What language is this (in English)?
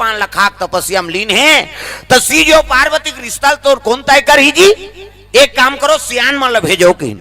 Chhattisgarhi